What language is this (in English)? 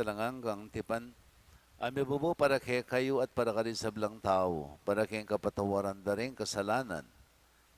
Pampanga